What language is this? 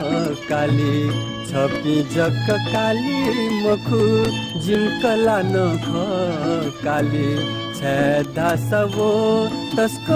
Newari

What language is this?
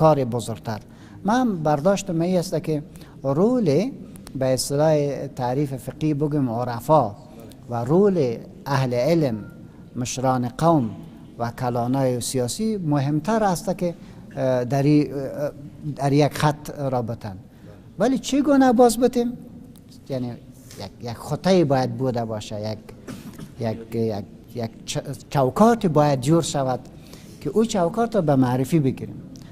Persian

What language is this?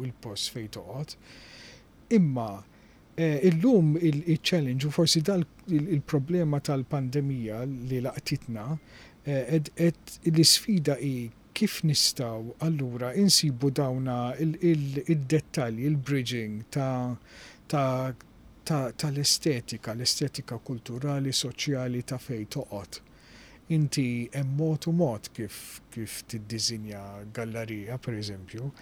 Maltese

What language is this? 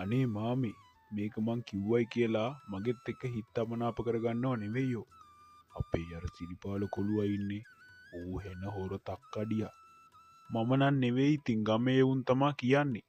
Sinhala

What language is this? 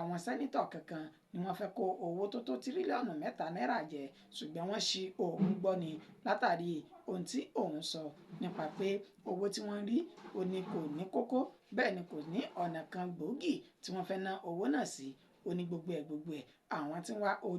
Yoruba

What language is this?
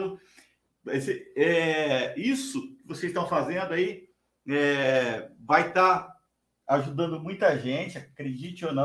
Portuguese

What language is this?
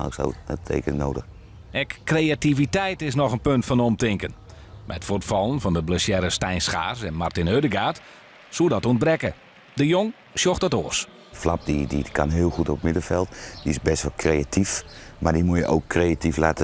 Western Frisian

